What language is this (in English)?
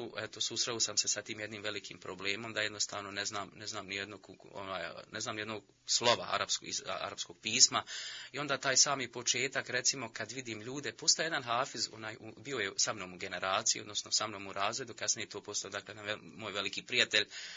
Bosnian